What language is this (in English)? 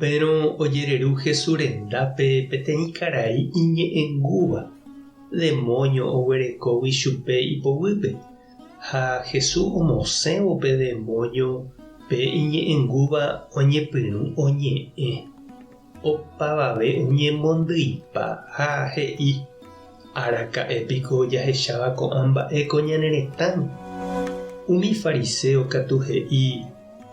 Guarani